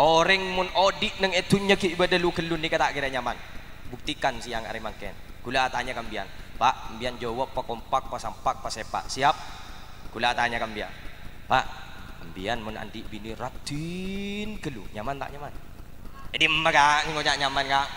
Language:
Madurese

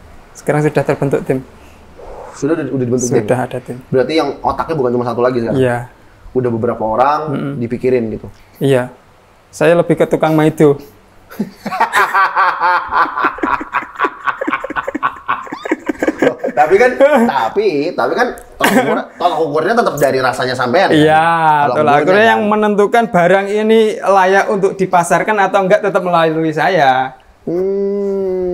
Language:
Indonesian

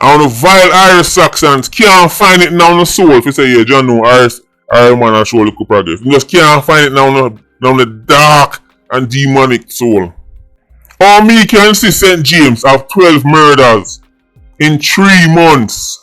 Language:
Jamaican Creole English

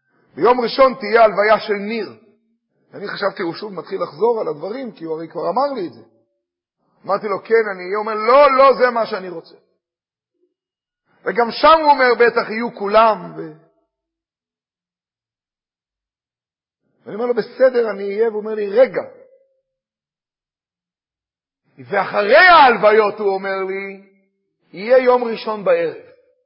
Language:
Hebrew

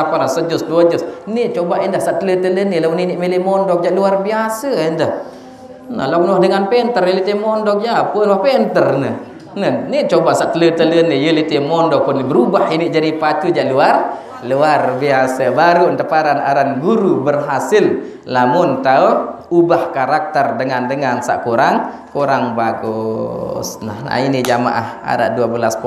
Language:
Sasak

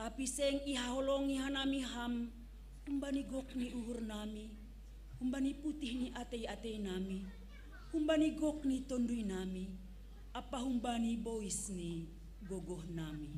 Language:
Batak Simalungun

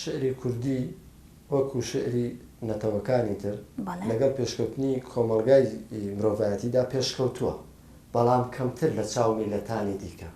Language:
Central Kurdish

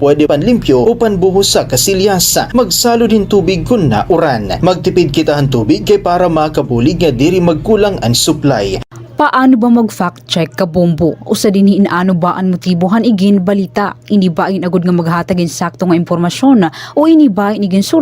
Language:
Waray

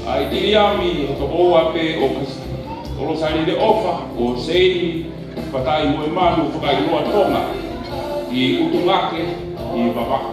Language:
Tongan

